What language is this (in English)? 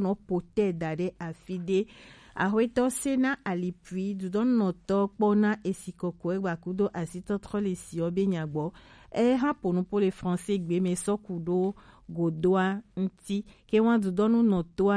Gen